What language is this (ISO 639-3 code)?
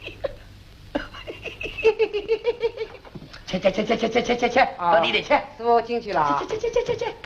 wuu